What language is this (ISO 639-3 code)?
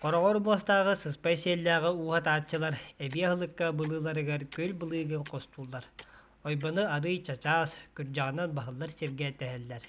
sah